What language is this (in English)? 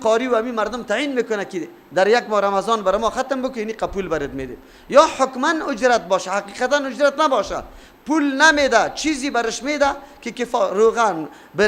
Persian